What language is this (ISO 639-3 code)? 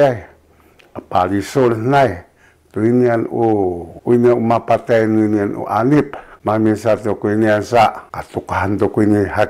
szy